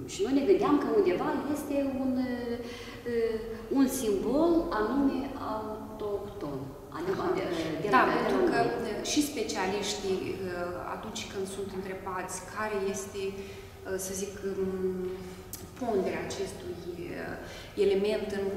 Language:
Romanian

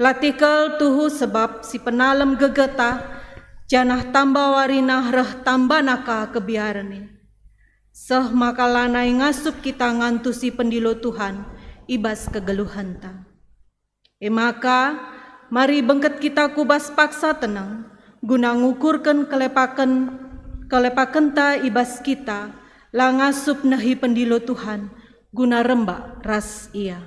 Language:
Batak Karo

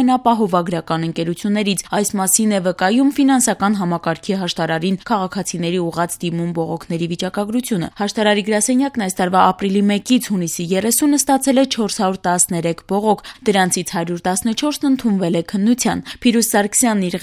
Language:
Armenian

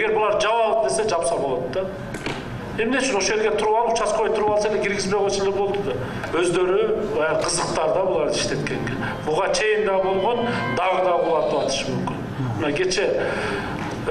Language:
Kyrgyz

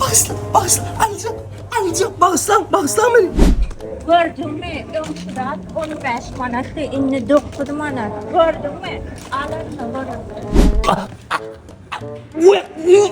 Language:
Turkmen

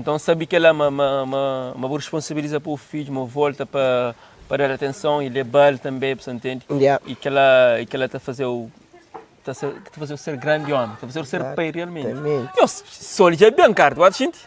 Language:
Kabuverdianu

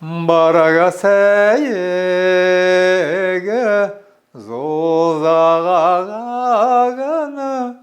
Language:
Buriat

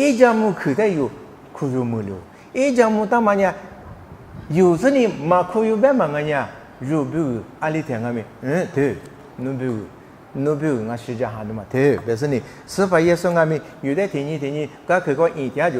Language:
Lisu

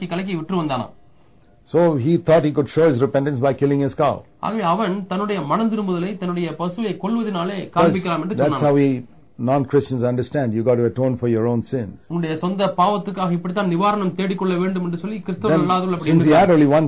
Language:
Tamil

